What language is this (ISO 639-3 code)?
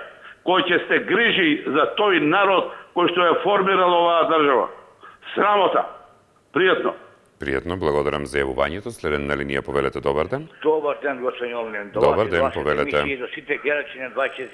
mkd